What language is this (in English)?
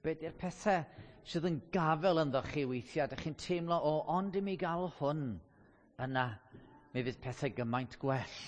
Welsh